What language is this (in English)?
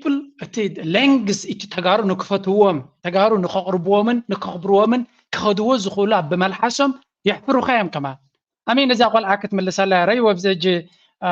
Tigrinya